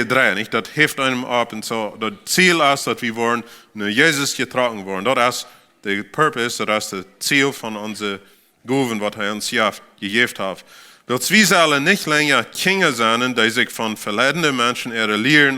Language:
Plautdietsch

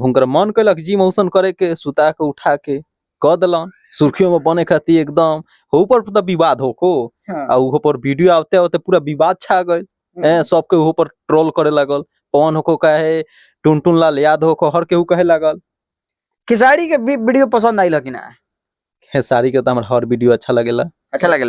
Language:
Bhojpuri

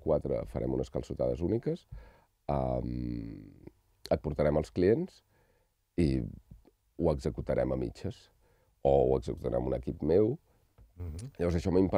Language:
Catalan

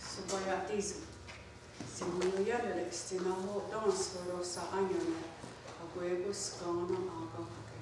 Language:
Mohawk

